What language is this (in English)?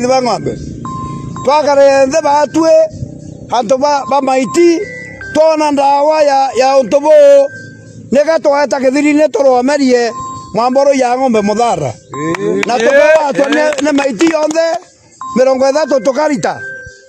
Meru